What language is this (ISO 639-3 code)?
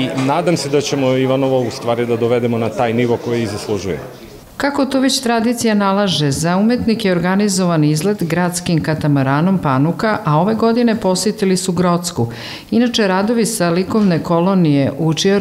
srp